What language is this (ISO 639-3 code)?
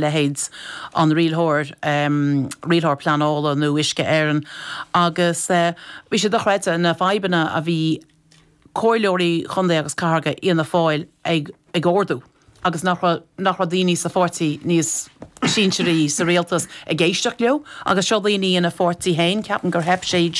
gle